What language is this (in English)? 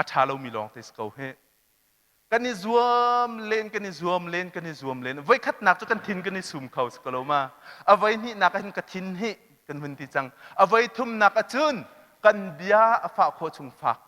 Hakha Chin